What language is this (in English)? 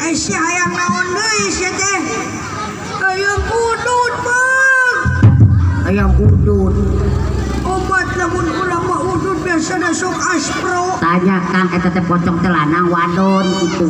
Sundanese